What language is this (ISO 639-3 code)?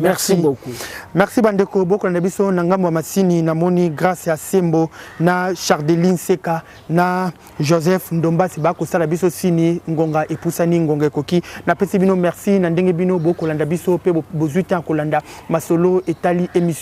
lin